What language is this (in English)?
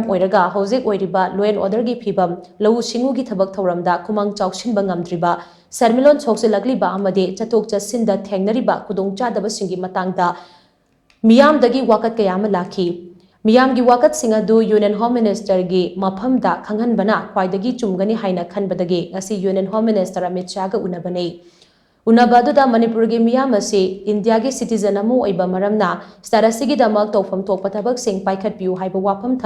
Manipuri